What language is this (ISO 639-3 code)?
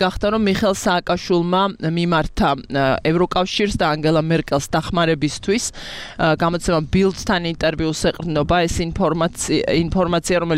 kat